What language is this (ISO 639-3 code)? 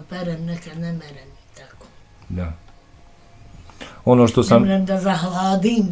bos